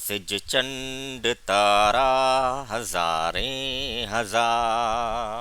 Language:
Sindhi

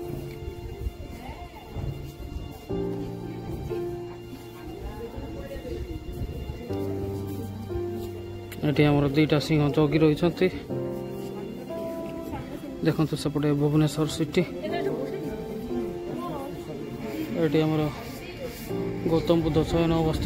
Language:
Odia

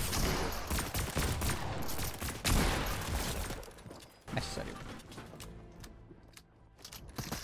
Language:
Danish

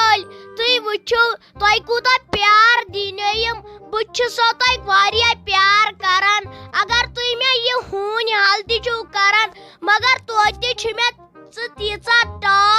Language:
Kashmiri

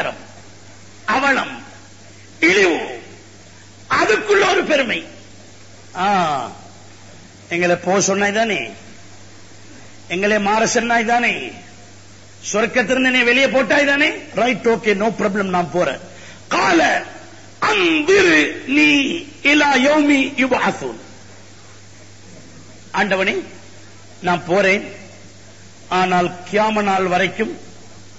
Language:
Tamil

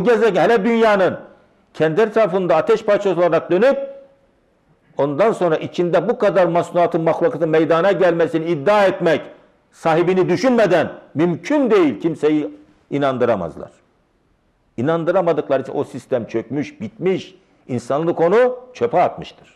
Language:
Turkish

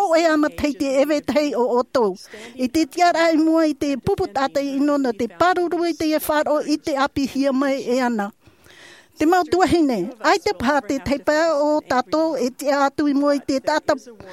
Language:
Tahitian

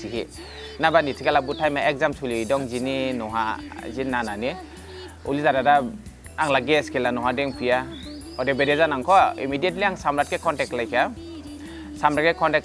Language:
Dimasa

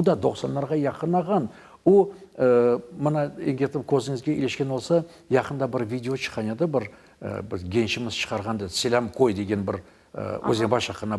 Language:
Crimean Tatar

